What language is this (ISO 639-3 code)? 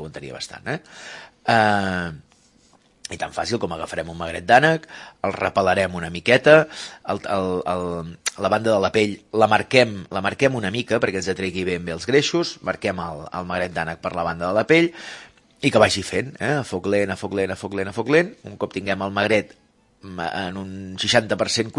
cat